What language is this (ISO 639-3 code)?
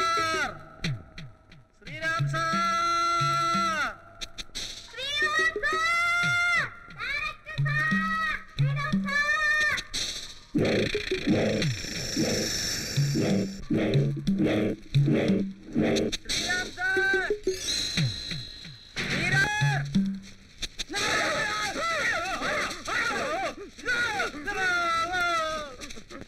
mal